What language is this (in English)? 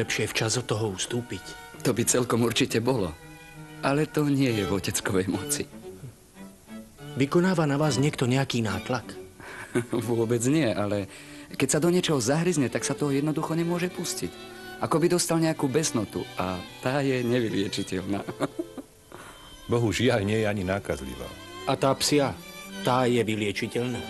Slovak